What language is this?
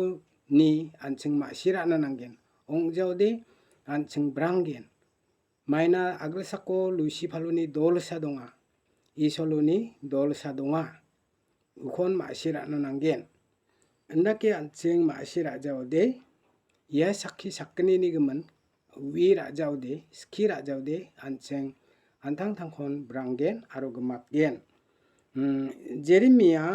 Garo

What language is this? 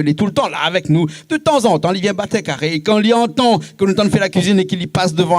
Réunion Creole French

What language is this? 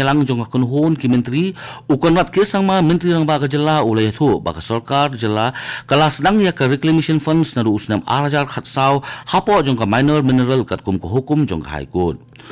Khasi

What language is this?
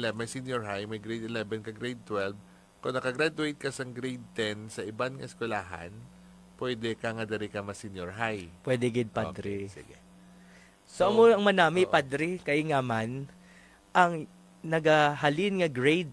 Hiligaynon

